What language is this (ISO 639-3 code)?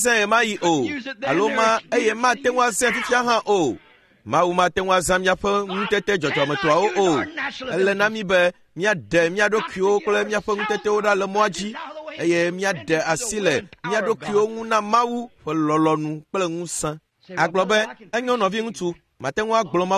ewe